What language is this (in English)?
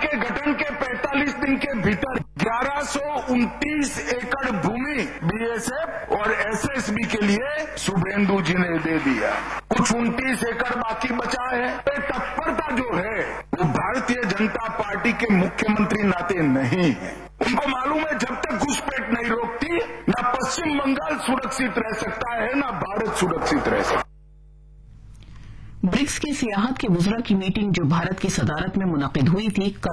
Urdu